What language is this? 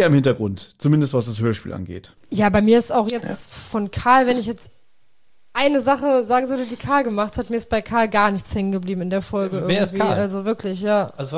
German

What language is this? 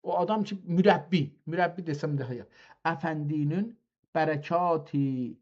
South Azerbaijani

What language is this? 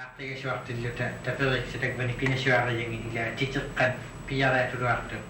Western Canadian Inuktitut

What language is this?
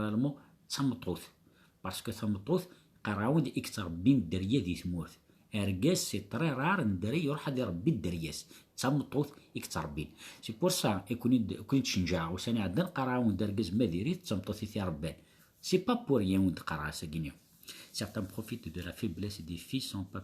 Kabyle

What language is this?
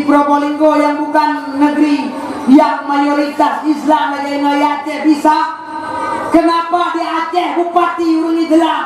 Achinese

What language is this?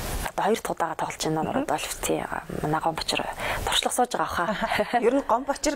Mongolian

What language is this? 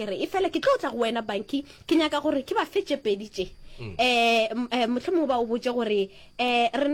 Northern Sotho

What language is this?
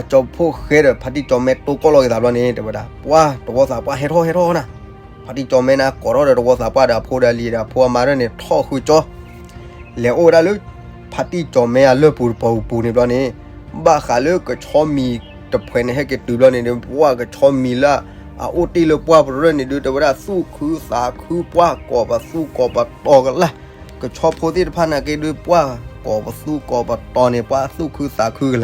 S'gaw Karen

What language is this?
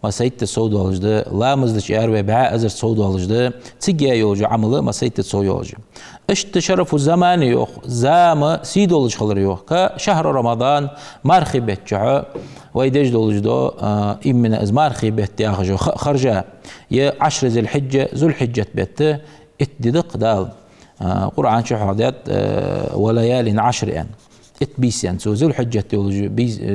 Ingush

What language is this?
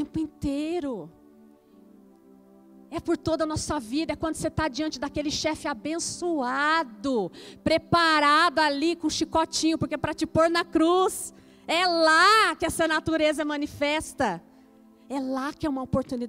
Portuguese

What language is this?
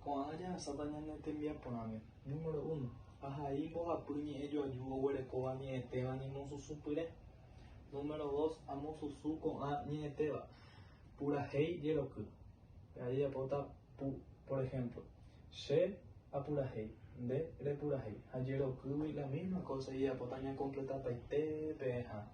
Guarani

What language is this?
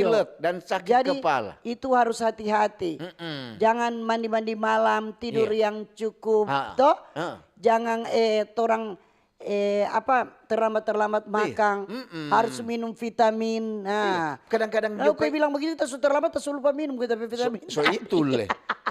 Manado Malay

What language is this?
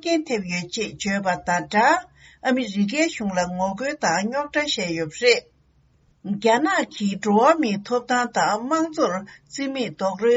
Tibetan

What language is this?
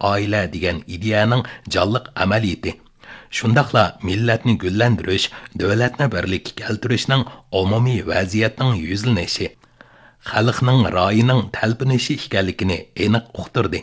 Uyghur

